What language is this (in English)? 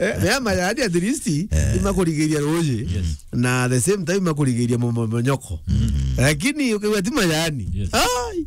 Meru